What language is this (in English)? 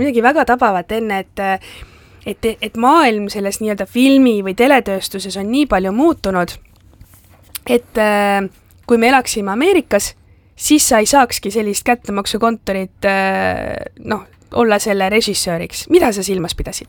Estonian